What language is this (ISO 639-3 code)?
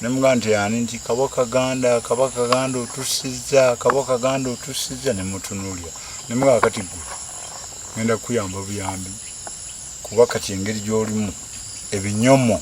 lug